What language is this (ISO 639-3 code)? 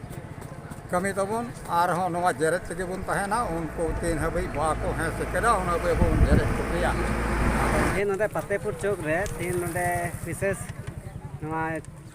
sat